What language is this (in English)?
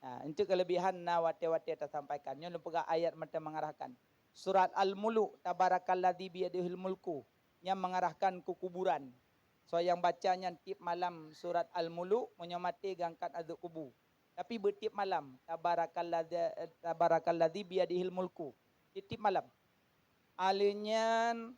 Achinese